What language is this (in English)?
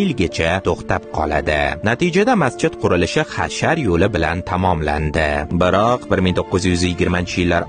Uzbek